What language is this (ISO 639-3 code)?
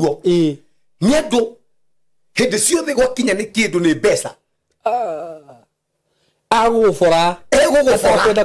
kik